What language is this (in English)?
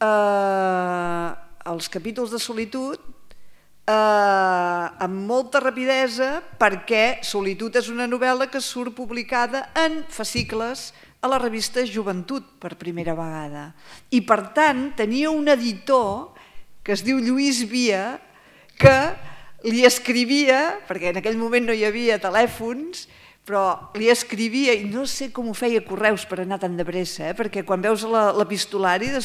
Catalan